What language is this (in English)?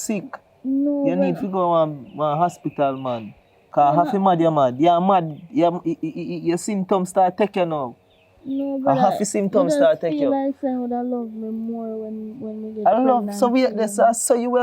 Jamaican Creole English